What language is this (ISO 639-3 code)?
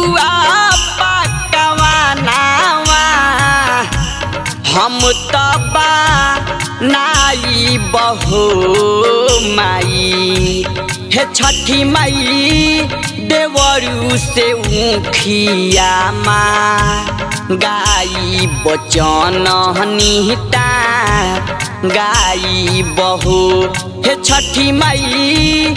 bho